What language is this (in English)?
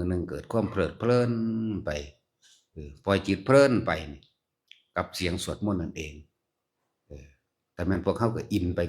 Lao